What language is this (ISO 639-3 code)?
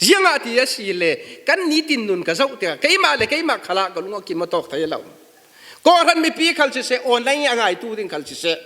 cfm